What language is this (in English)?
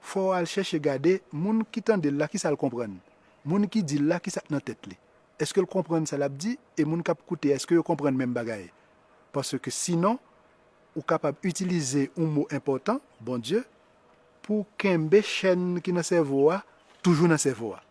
Haitian Creole